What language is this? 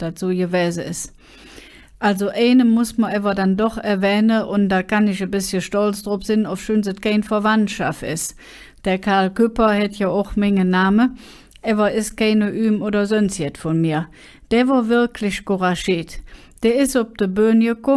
Colognian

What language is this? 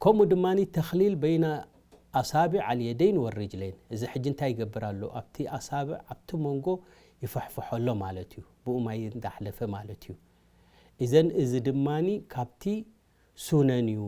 Tigrinya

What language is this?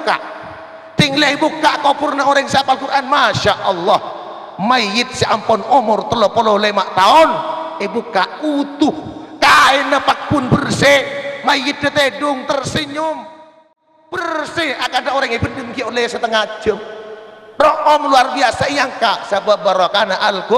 Madurese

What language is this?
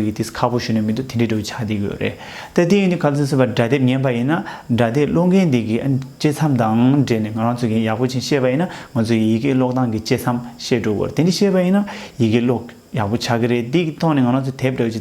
Tibetan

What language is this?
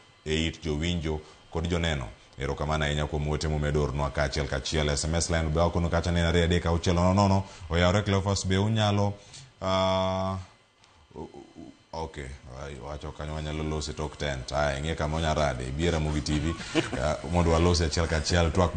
Luo (Kenya and Tanzania)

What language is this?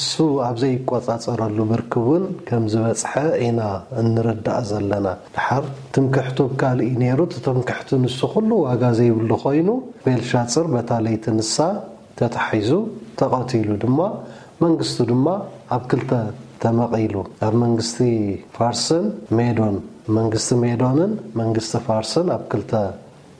Tigrinya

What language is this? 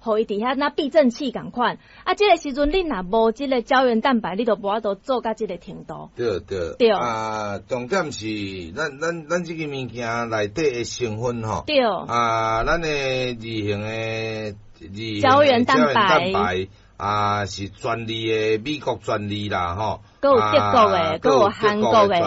Min Nan Chinese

